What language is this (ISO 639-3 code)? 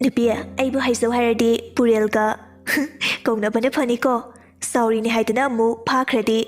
mni